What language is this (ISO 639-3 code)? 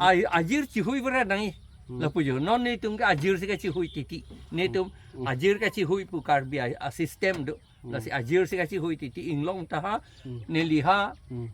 mjw